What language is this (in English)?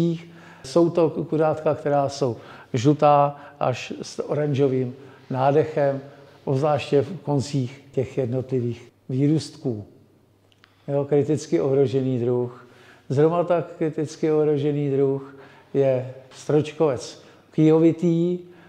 Czech